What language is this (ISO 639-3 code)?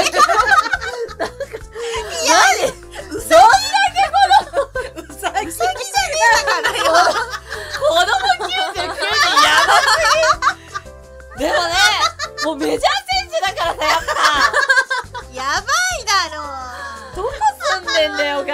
jpn